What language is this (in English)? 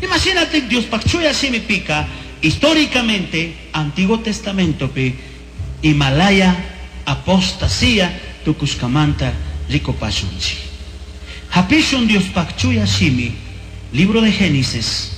Chimborazo Highland Quichua